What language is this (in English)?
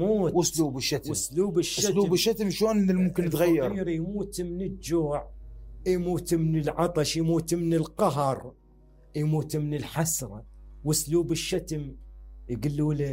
Mesopotamian Arabic